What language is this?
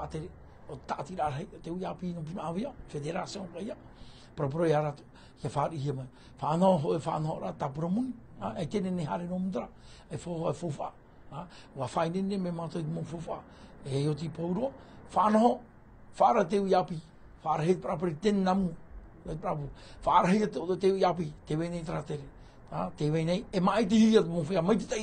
Tahitian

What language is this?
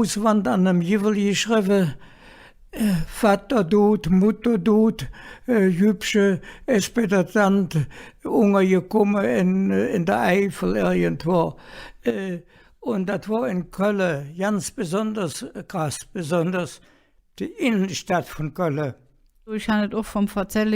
Colognian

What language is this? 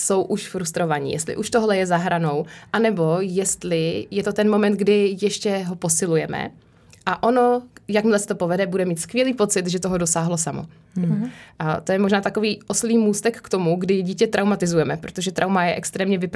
Czech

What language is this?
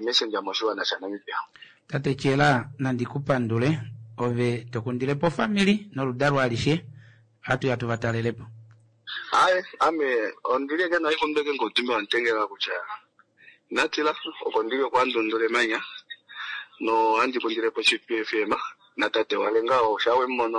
Kuanyama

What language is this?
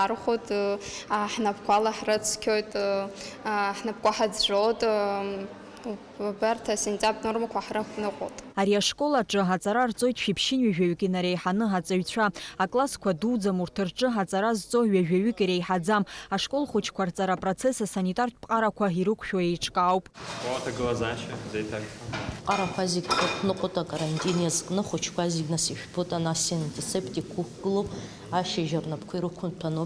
Abkhazian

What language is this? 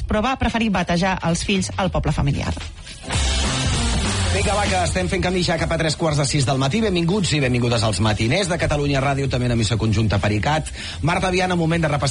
Catalan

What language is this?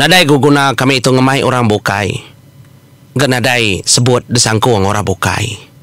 Iban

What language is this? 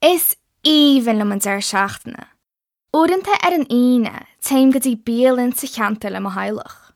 Irish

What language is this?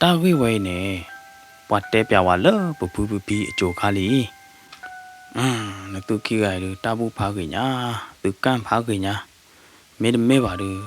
S'gaw Karen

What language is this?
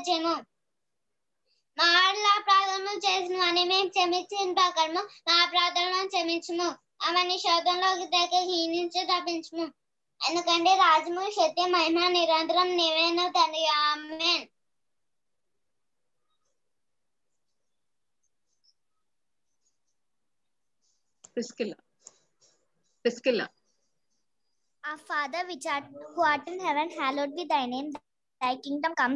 Telugu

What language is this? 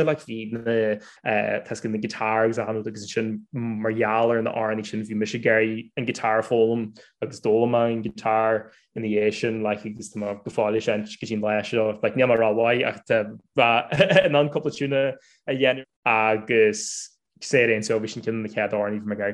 Irish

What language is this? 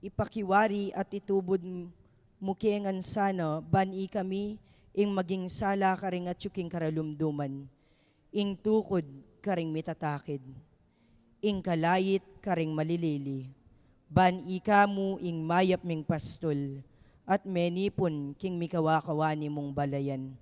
Pampanga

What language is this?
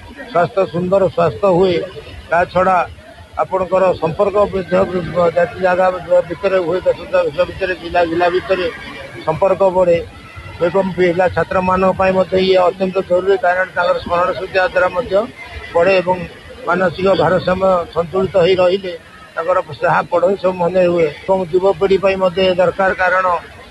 Odia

